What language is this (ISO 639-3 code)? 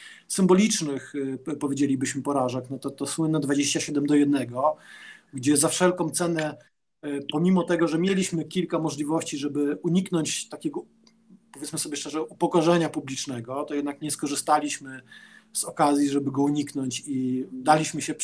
pol